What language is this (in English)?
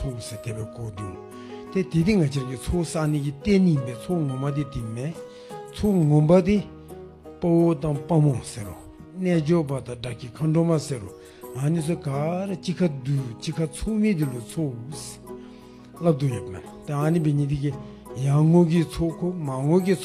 Dzongkha